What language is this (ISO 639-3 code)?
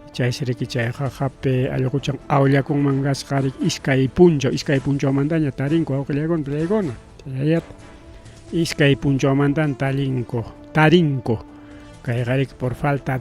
quy